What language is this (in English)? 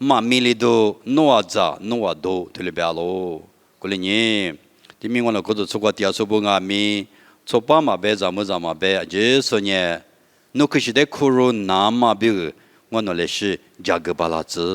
Lisu